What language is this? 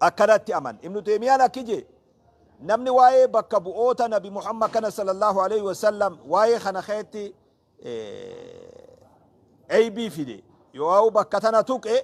Oromo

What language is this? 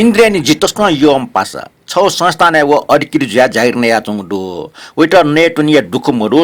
Newari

